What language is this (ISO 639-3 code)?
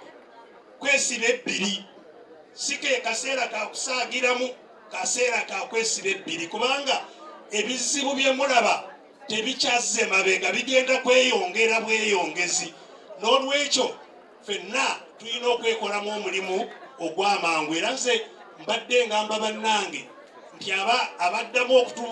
lug